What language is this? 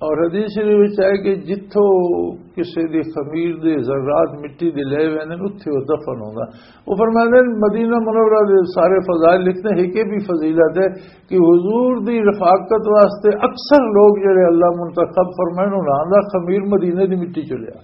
Western Panjabi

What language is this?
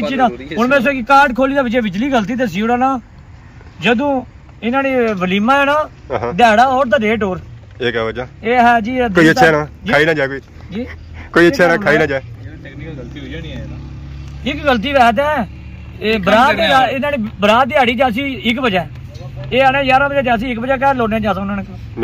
Pahari-Potwari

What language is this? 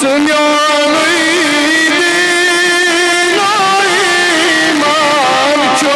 Kashmiri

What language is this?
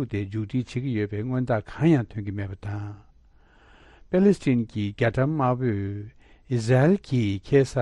Tibetan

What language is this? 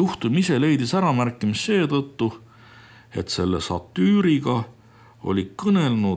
Estonian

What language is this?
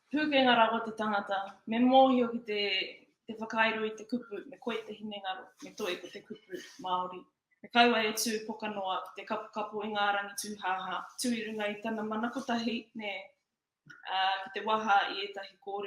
Māori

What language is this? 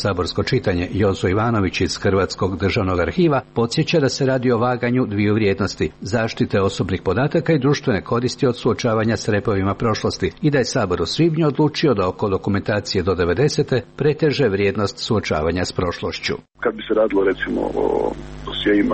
Croatian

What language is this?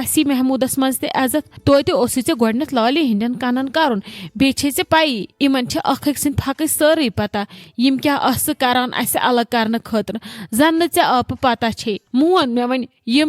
Kashmiri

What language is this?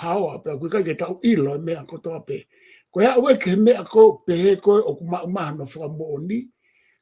Tongan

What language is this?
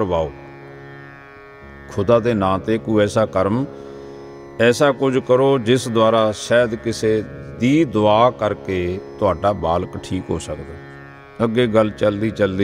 Punjabi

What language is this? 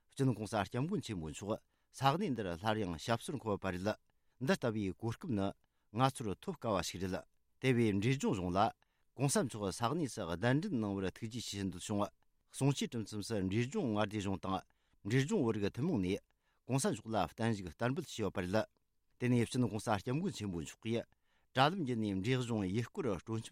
Tibetan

